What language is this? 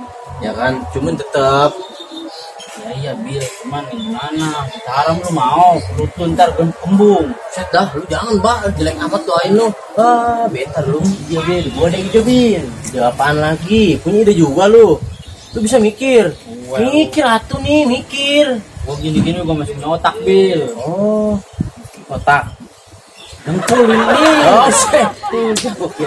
Betawi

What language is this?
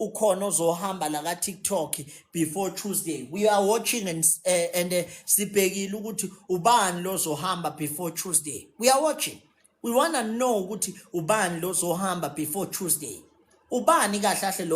Zulu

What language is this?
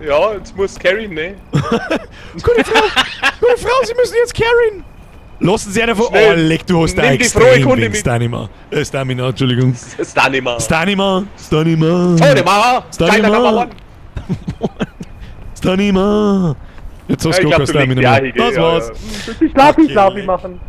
Bavarian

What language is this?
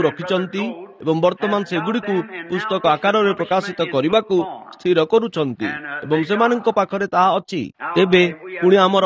Odia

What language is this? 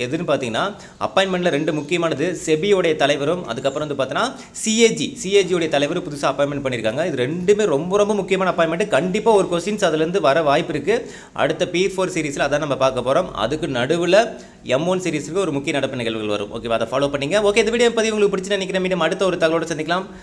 Tamil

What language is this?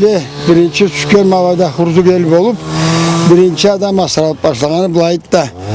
Karachay-Balkar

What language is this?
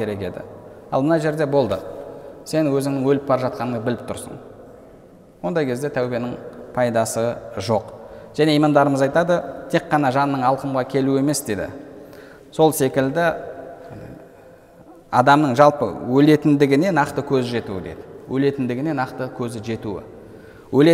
Kazakh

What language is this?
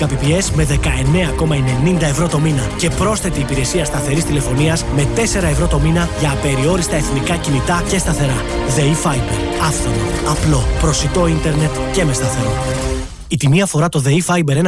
Greek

